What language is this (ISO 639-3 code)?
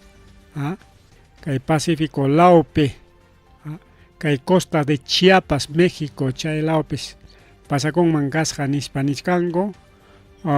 quy